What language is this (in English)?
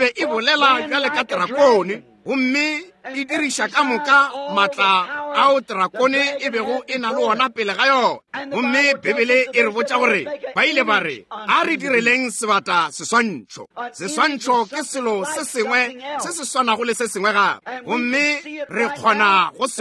Northern Sotho